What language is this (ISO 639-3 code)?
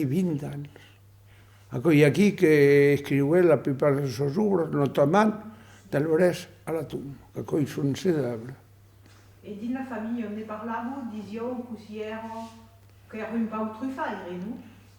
oci